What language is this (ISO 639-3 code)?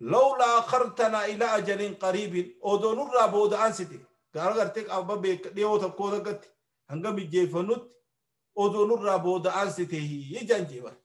orm